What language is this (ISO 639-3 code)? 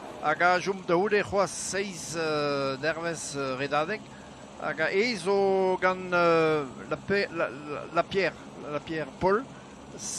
bre